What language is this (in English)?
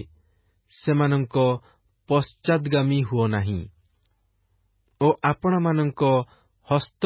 Odia